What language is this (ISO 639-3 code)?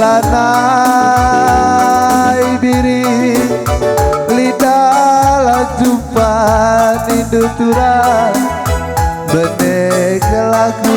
btx